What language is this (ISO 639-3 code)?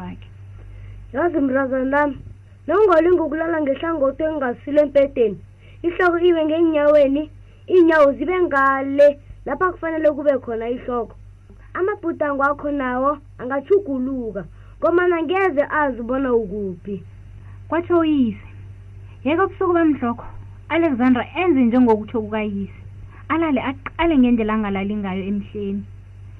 nbl